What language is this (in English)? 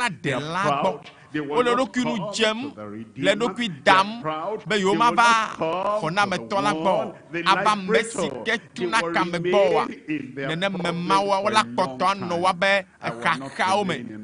Ewe